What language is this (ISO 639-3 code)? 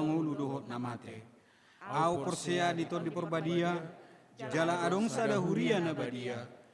bbc